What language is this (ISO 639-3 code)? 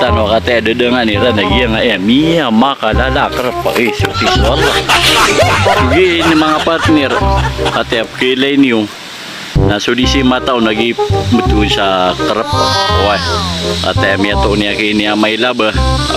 mrw